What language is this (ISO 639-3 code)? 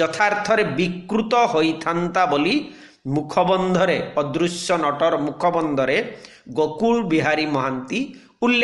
ori